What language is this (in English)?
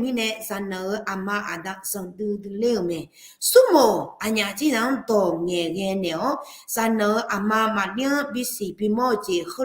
Akha